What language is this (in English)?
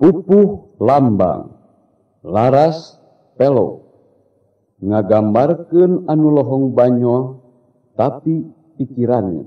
Sundanese